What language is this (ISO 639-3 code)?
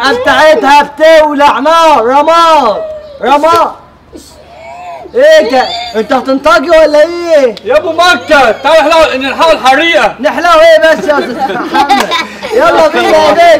arz